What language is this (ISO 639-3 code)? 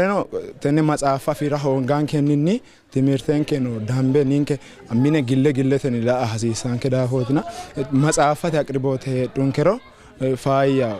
sid